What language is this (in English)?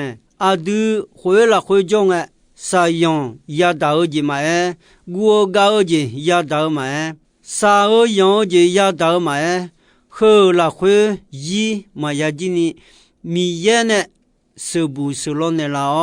Akha